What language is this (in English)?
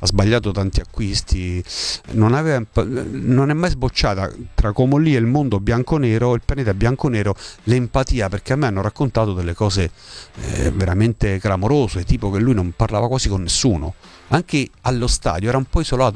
Italian